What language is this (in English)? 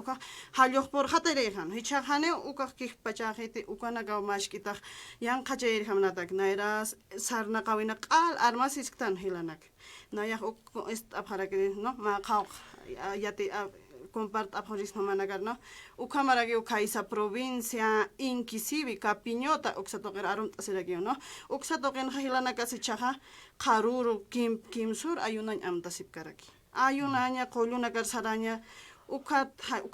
Aymara